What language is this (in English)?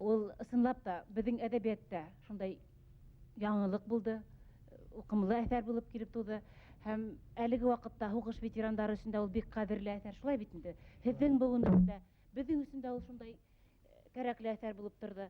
Bashkir